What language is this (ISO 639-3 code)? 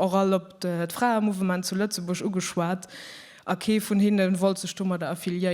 ltz